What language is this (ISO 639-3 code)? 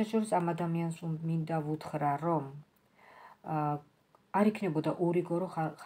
kat